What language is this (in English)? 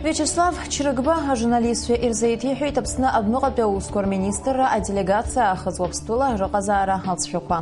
Abkhazian